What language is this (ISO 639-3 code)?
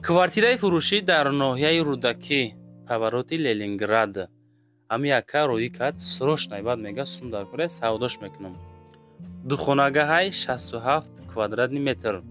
tgk